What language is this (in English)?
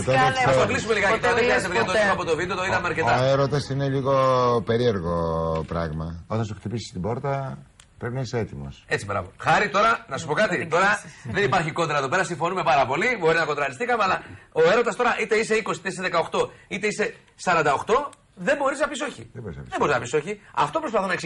Greek